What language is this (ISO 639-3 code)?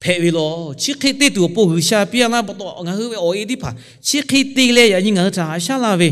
lhu